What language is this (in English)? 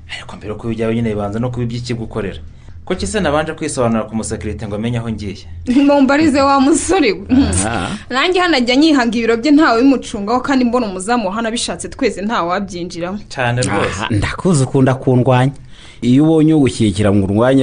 Kinyarwanda